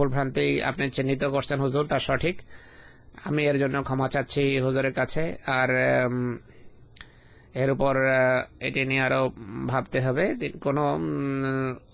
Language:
Bangla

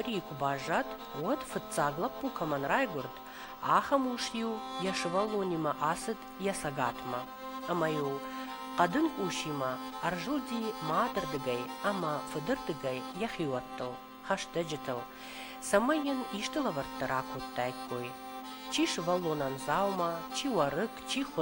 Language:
Ossetic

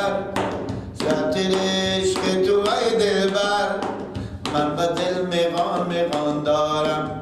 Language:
Persian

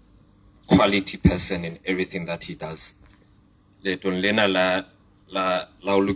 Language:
Southern Sotho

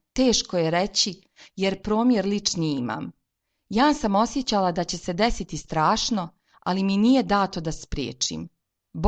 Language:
Serbian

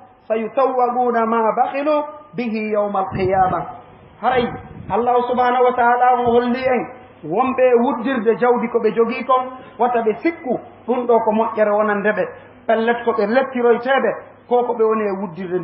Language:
Fula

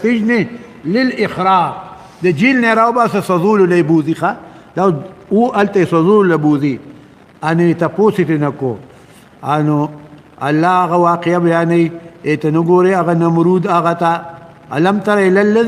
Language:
Pashto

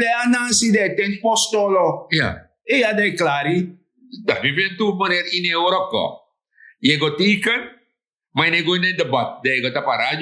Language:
Sranan Tongo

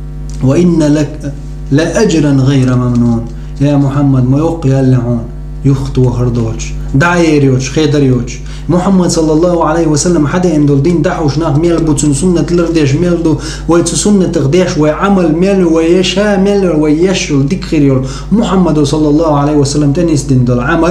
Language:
Chechen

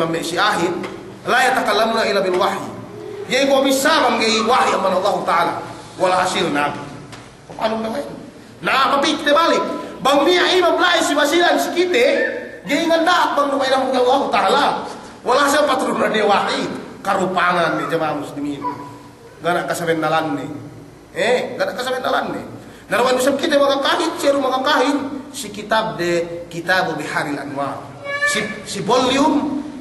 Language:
Yakan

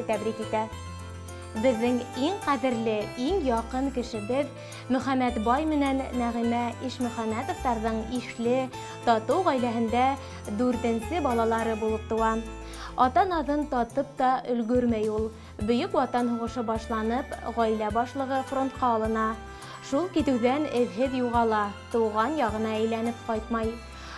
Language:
Bashkir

